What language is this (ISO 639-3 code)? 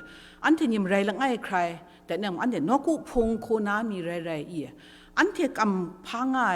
kac